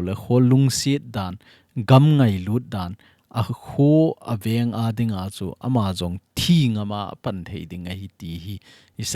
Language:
Thado Chin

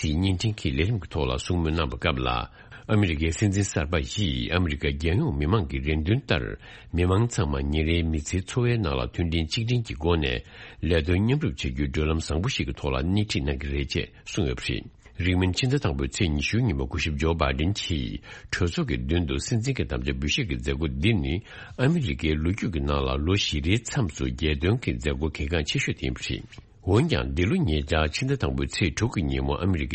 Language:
Tibetan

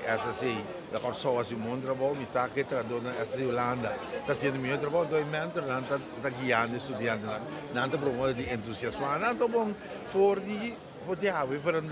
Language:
Papiamento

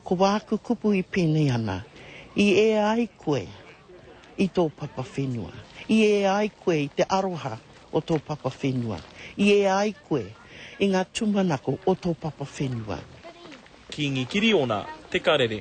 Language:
Māori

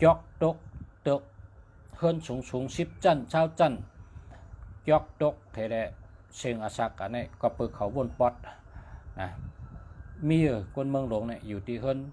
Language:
Shan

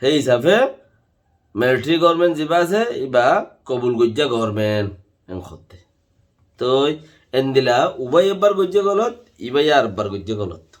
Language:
Rohingya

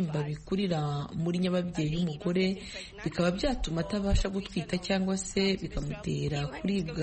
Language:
Kinyarwanda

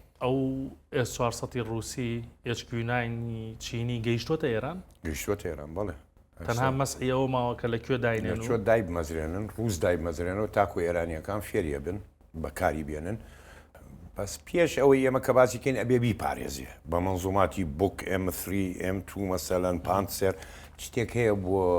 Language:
Central Kurdish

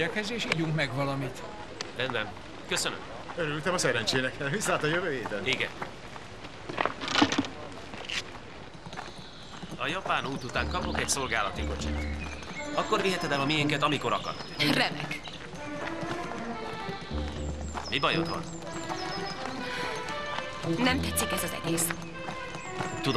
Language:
Hungarian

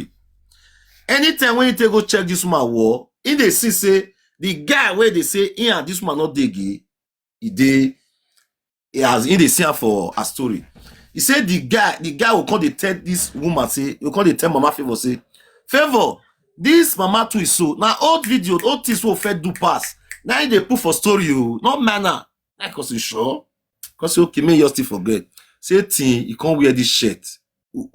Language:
Nigerian Pidgin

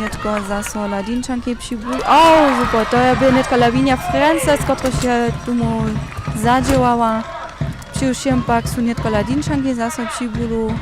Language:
Upper Sorbian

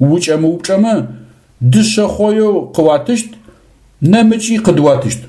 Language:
Adyghe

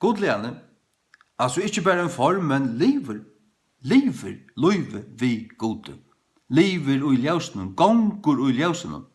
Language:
Faroese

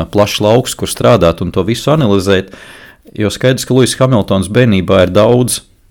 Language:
Latvian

